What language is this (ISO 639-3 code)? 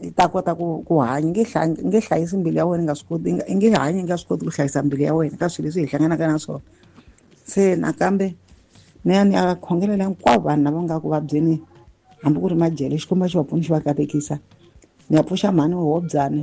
tso